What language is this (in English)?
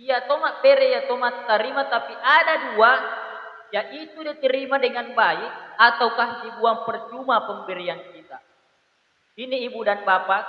Buginese